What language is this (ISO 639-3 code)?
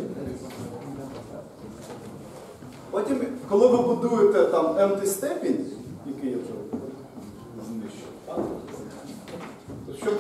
ukr